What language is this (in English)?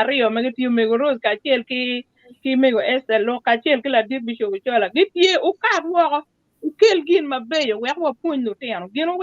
Acoli